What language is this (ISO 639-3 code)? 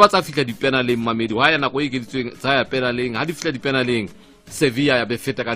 tsn